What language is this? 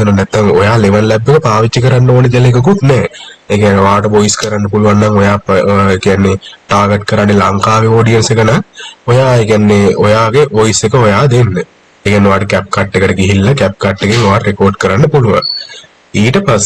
Sinhala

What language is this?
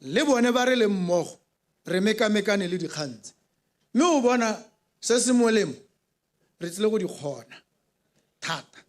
Tswana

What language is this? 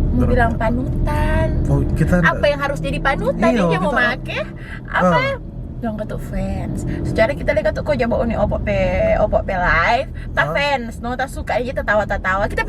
Manado Malay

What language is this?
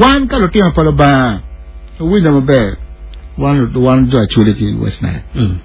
Acoli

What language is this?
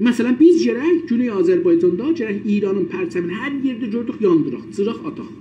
South Azerbaijani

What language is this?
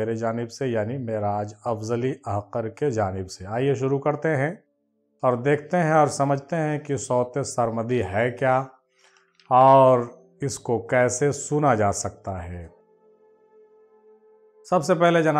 Urdu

